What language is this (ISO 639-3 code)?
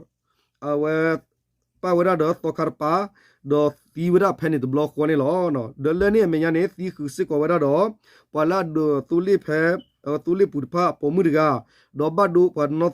ksw